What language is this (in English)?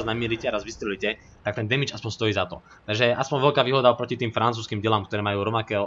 Slovak